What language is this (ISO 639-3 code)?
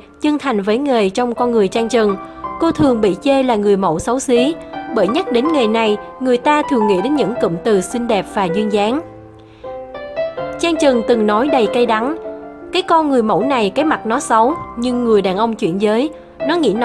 vie